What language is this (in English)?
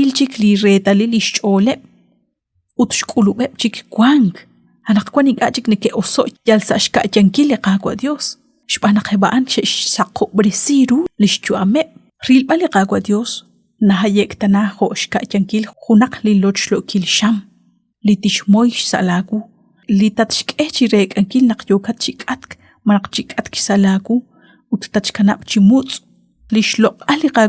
Kekchí